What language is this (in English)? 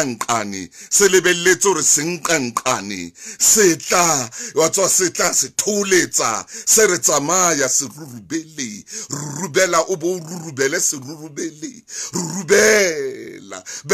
Southern Sotho